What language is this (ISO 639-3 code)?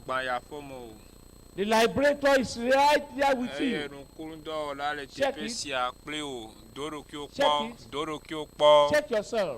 ewe